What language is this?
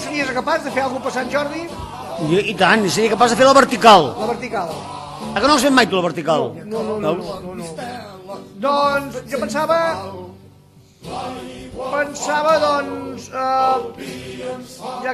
Catalan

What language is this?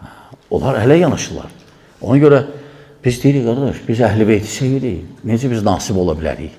Azerbaijani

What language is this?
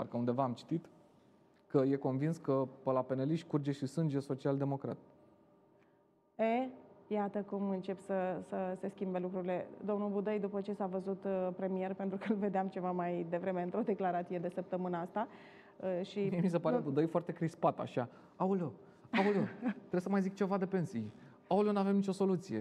Romanian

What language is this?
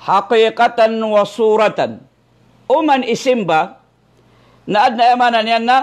Maranao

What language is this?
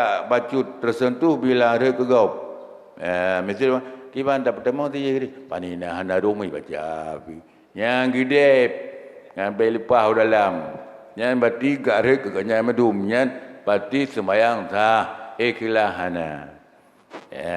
Achinese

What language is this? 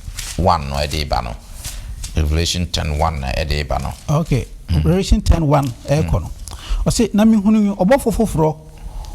Akan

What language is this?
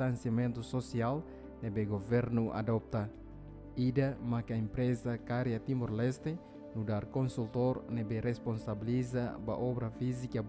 Tetum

